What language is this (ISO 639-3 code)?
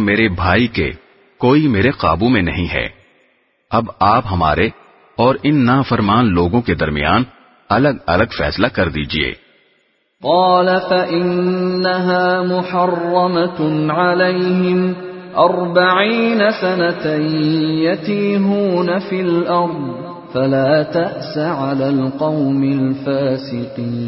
urd